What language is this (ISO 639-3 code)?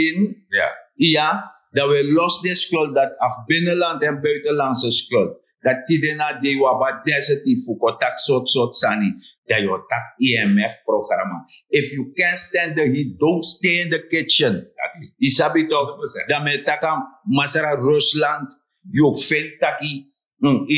srn